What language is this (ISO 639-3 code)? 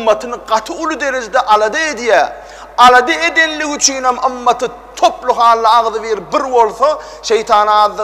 tuk